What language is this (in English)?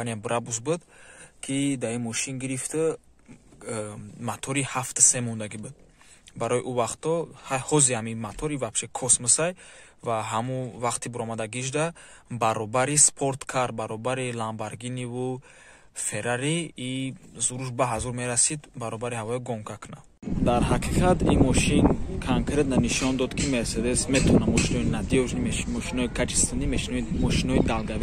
Tajik